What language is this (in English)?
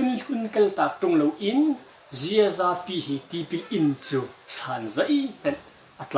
Hakha Chin